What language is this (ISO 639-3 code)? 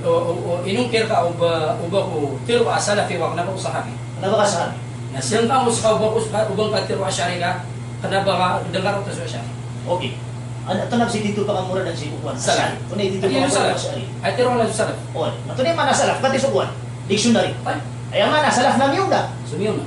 mrw